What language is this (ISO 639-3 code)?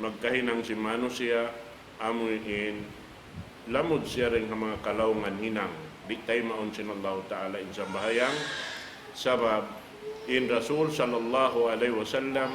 tsg